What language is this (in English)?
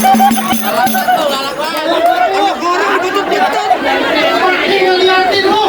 Betawi